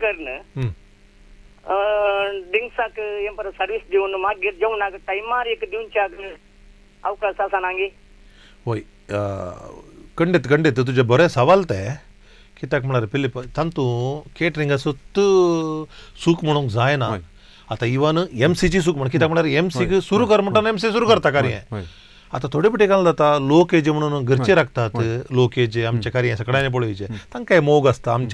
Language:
Konkani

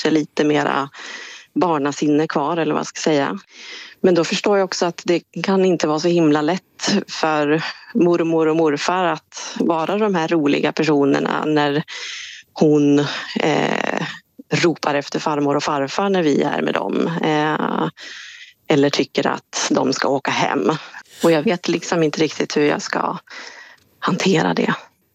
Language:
Swedish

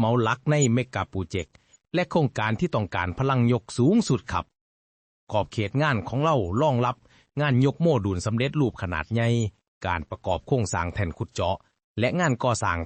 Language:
Lao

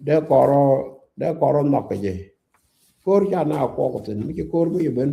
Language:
Nuer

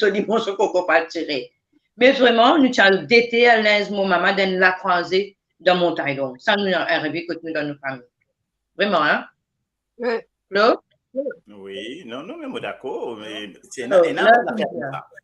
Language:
Morisyen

